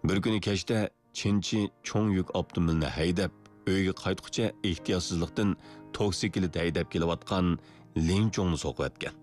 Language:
Uyghur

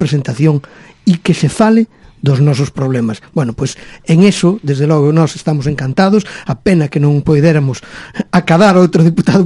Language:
Galician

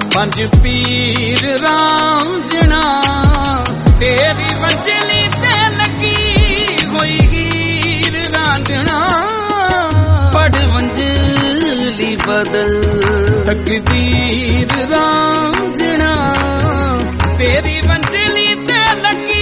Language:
Punjabi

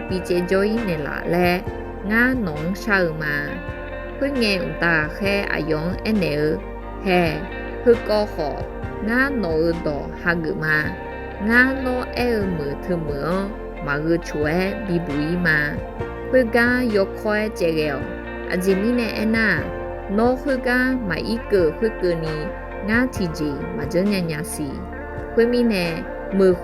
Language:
Akha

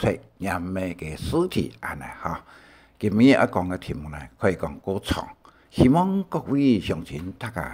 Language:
Hakka Chinese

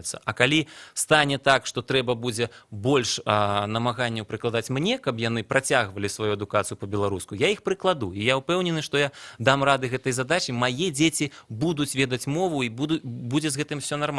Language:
Belarusian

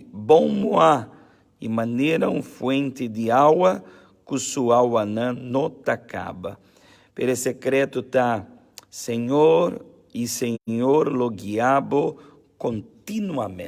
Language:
Papiamento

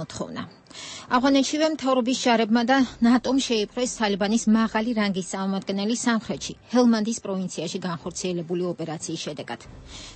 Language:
Georgian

